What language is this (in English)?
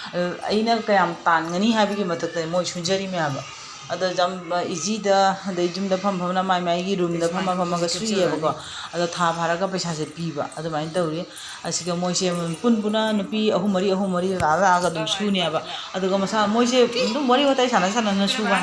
Manipuri